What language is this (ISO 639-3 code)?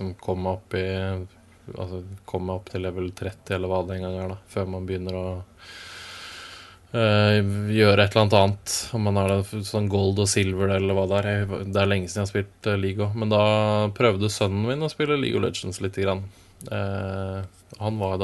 nor